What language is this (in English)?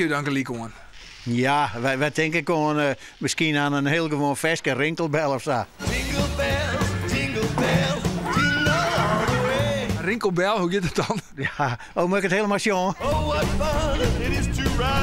Western Frisian